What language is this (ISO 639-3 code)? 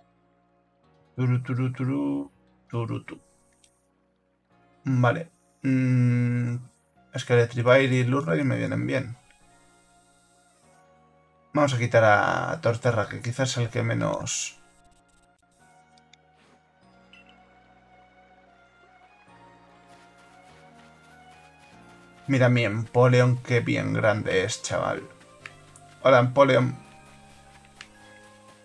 spa